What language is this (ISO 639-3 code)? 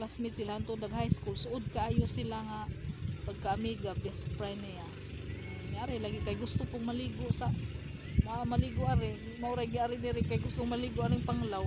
ceb